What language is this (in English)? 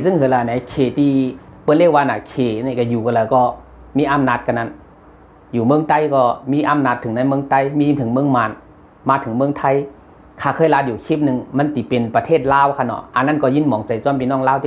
Shan